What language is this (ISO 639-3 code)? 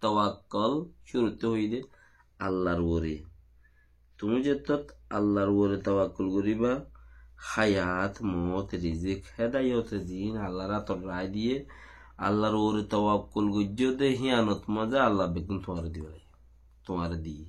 rhg